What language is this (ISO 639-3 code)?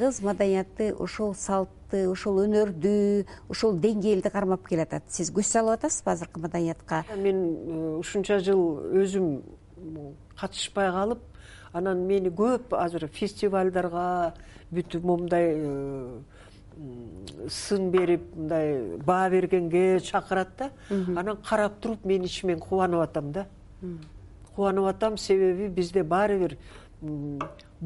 kir